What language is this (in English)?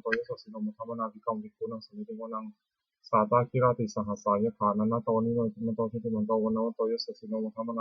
Pali